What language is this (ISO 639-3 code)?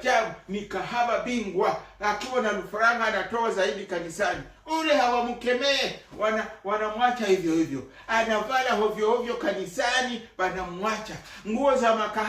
swa